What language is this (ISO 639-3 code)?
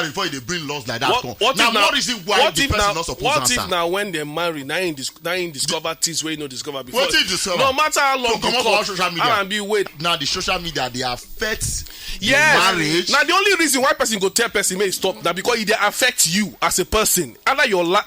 pcm